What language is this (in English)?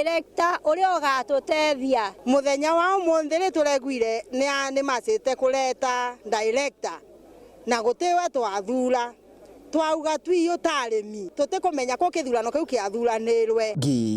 Meru